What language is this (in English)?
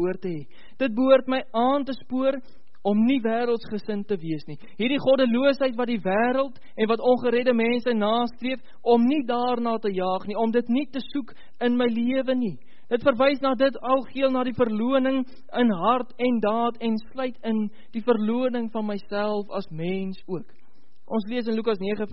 Afrikaans